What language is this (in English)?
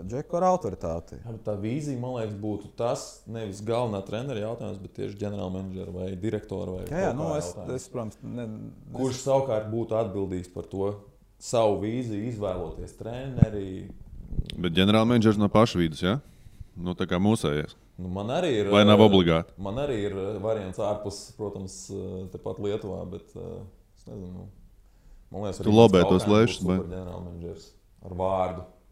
Latvian